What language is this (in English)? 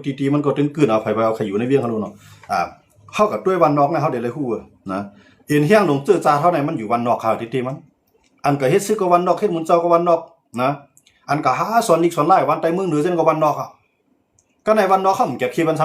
Shan